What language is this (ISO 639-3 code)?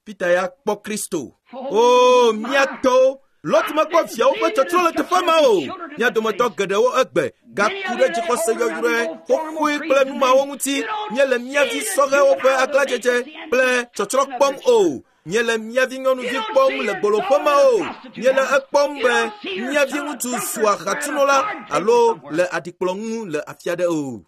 ewe